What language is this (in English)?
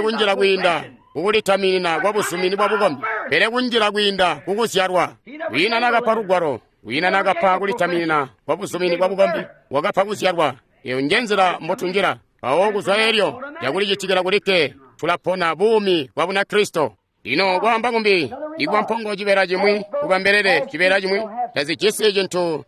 Tonga (Zambia)